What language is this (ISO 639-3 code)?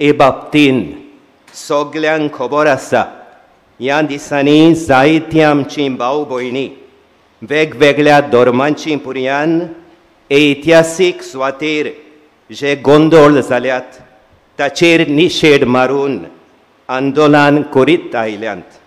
kok